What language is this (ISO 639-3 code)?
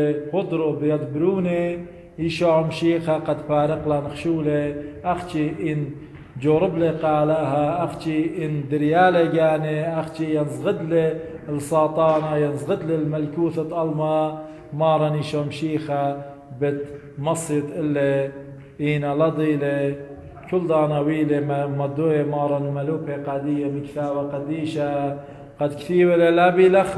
aii